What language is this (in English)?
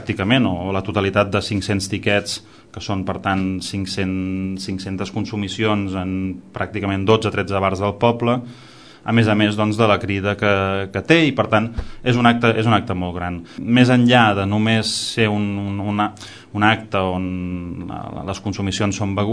Catalan